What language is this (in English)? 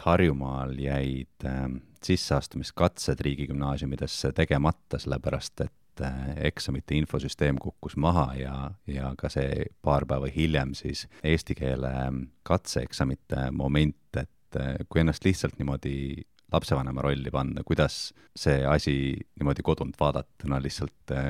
Estonian